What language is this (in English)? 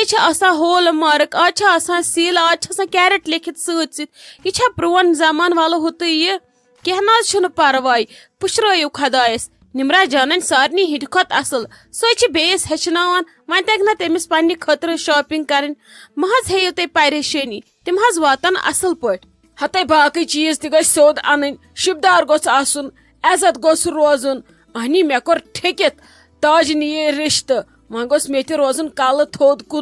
Kashmiri